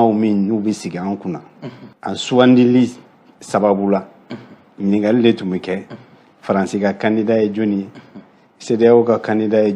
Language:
Bambara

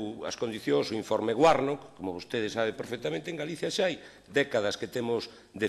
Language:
Galician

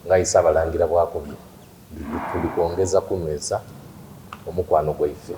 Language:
Soga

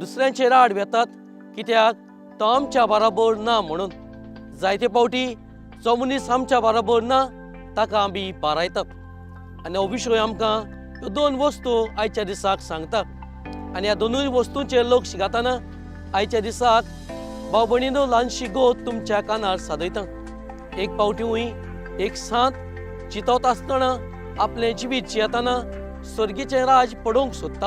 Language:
Konkani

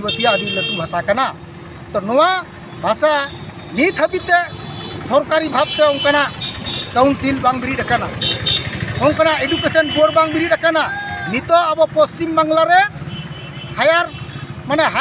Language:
Santali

